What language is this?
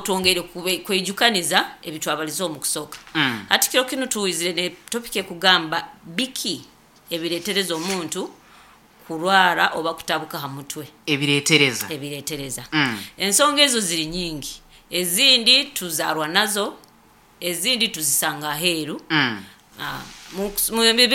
Nyoro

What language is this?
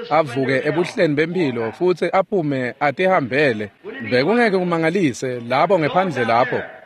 Swati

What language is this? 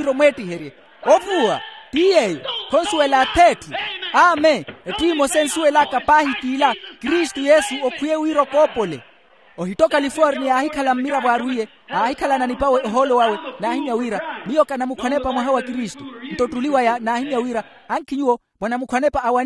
Makhuwa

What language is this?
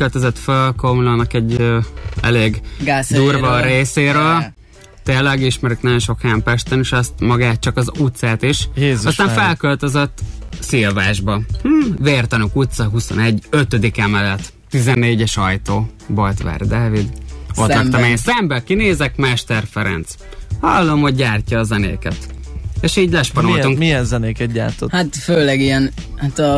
Hungarian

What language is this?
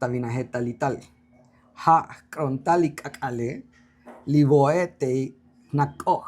Tzotzil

